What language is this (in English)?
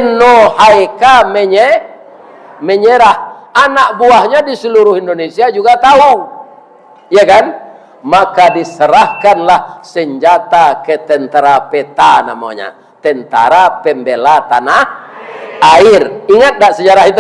Minangkabau